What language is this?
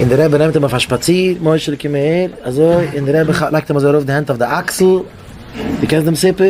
Yiddish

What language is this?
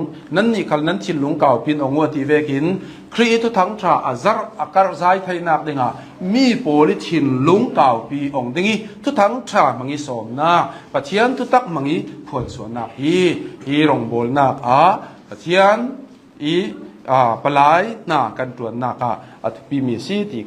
Hakha Chin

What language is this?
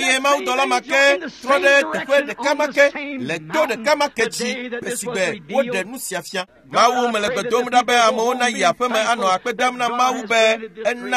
Ewe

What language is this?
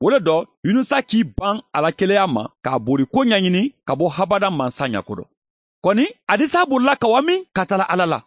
Bambara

